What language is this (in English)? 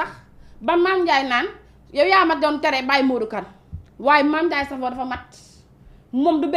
Wolof